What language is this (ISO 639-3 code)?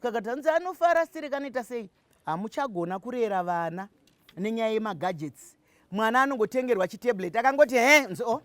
sna